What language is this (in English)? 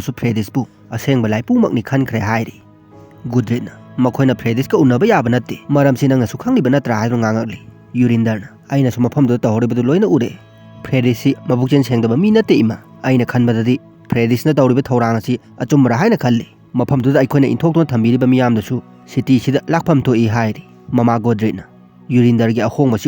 Manipuri